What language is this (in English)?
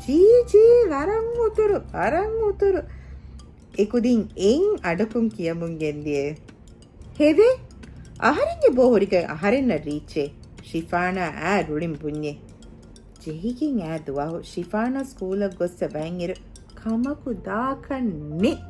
Divehi